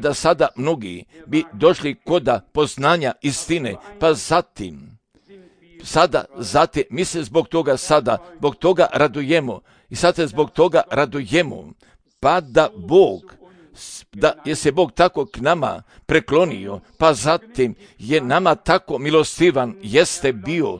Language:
Croatian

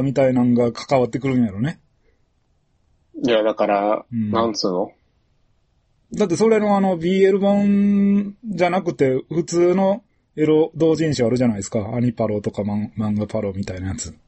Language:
Japanese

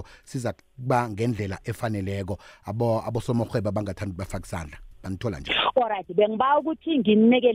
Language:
South Ndebele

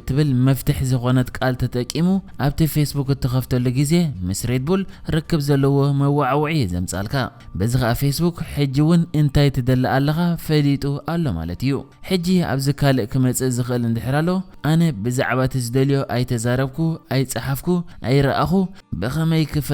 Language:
Tigrinya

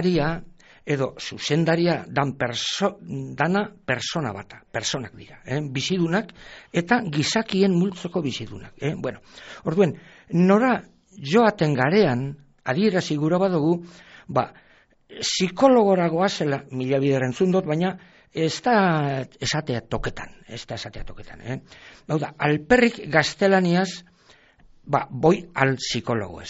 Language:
Basque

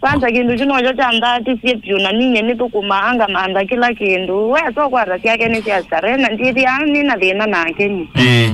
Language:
Kamba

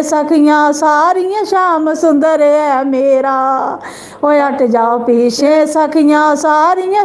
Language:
Dogri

